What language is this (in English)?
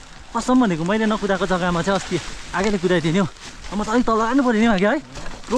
Nepali